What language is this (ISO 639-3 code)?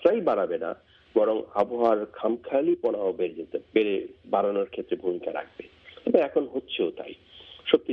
ben